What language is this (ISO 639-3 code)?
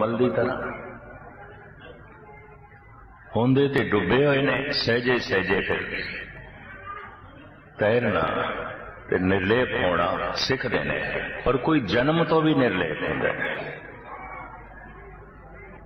pan